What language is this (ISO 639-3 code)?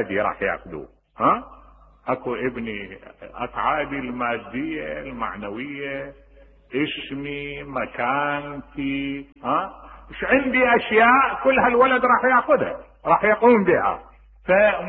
acm